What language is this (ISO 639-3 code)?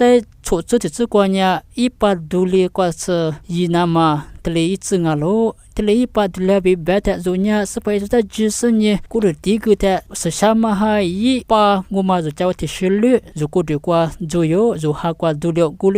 lis